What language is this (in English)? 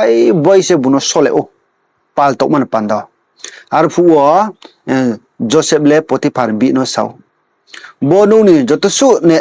Riang (India)